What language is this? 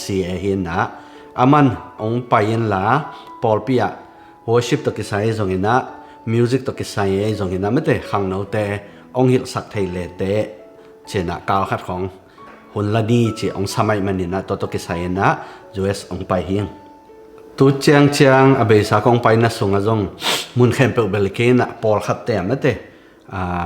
Tedim Chin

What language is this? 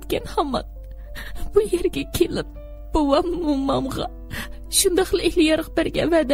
Uyghur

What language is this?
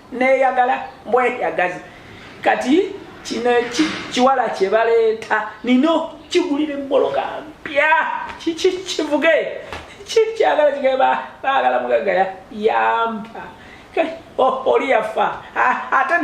Ganda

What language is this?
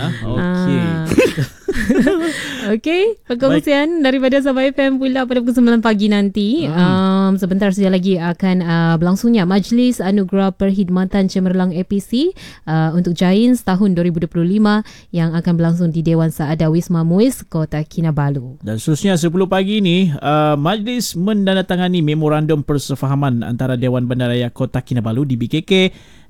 Malay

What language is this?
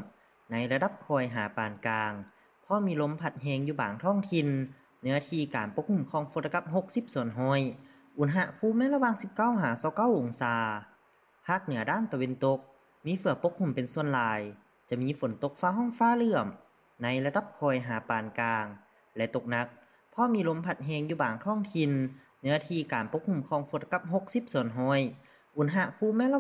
Lao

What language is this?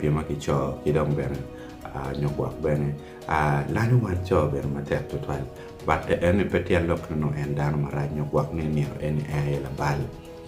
Acoli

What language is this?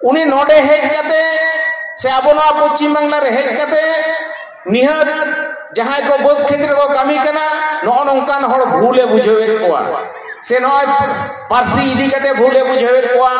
Santali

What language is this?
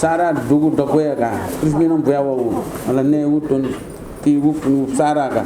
Newari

